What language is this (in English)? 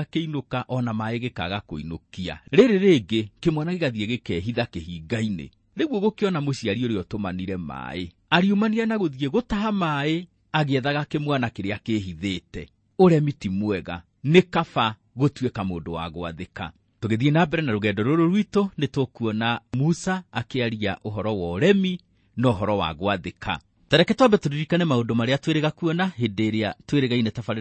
Kikuyu